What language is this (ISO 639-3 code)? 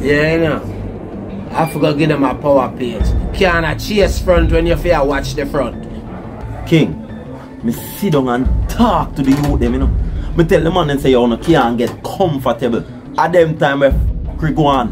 jam